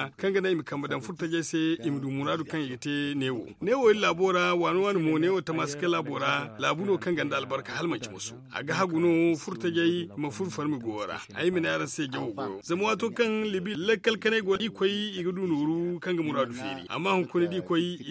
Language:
Zarma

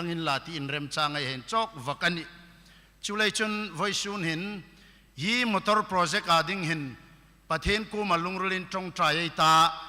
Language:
Hmar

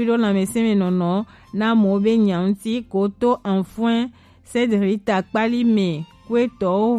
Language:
Gen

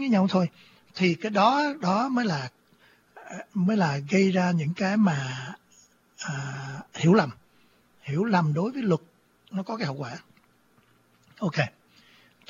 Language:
Vietnamese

